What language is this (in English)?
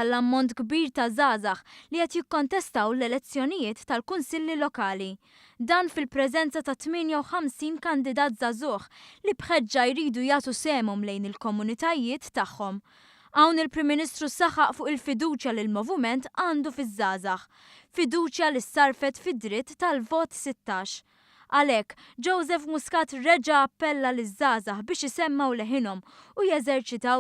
Maltese